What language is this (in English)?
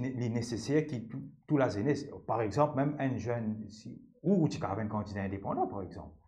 Morisyen